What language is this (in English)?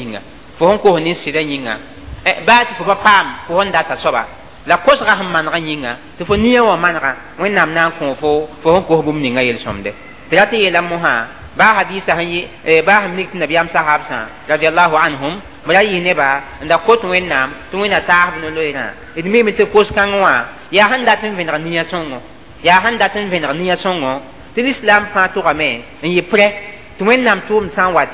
Mossi